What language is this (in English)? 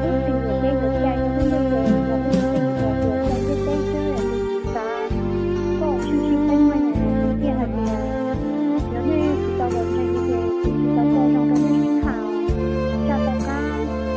Hmong